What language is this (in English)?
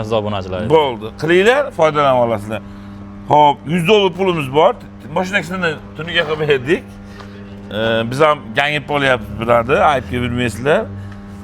Uzbek